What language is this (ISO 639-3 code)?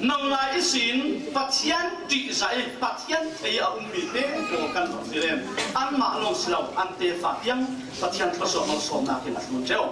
cfm